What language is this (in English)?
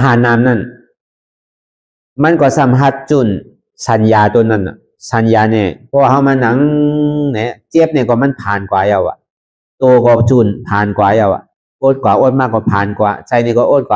Shan